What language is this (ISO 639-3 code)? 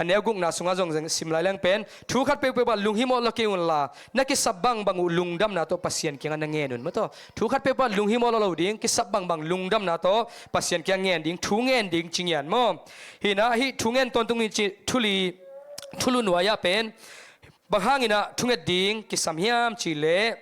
ctd